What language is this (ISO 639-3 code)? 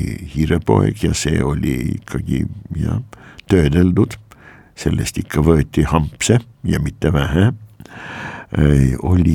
est